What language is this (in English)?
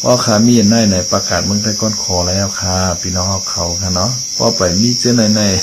Shan